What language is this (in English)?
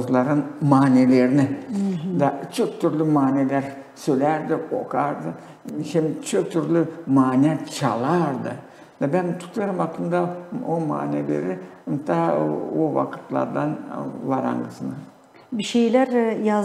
Gagauz